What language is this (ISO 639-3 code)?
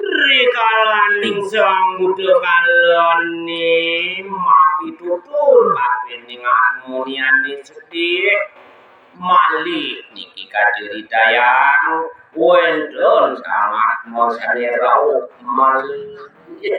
ban